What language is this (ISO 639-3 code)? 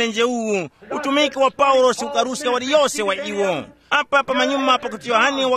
tum